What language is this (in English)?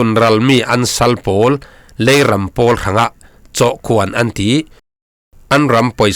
Falam Chin